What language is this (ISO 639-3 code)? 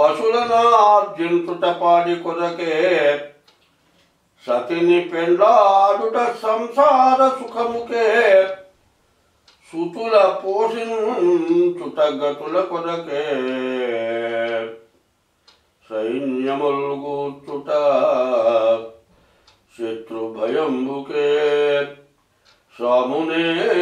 tel